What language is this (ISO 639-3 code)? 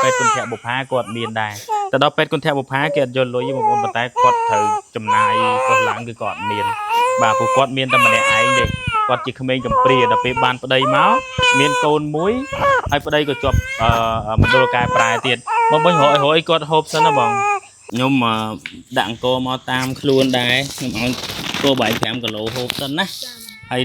khm